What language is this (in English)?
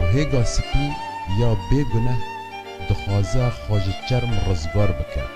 Kurdish